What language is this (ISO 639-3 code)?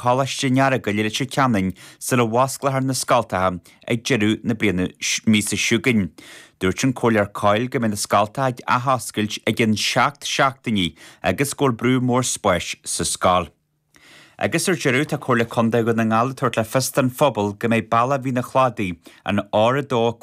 gle